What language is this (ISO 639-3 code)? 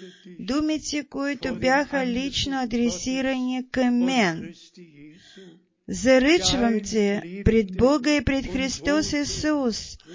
bul